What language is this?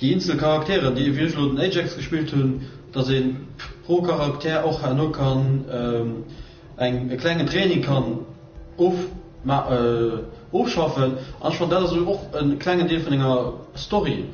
Luxembourgish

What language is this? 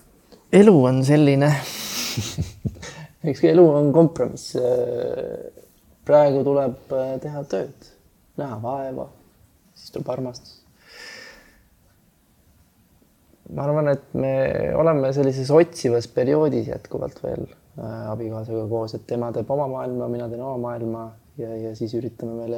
Estonian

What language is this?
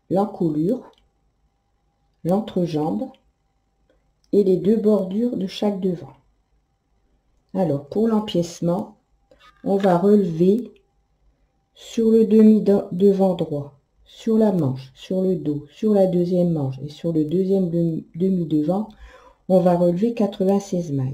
French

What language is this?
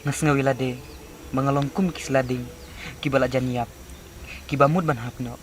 Khasi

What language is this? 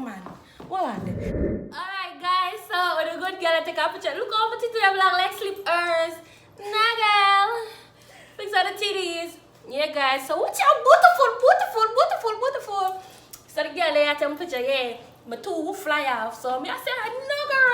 Jamaican Creole English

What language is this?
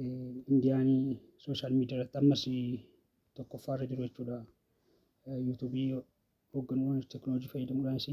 Oromo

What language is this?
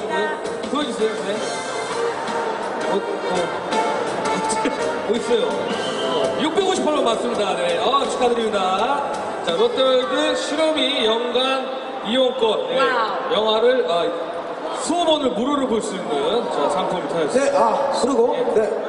Korean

